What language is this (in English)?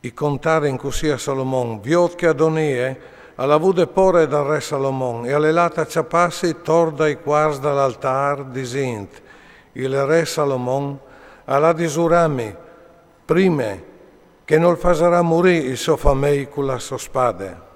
Friulian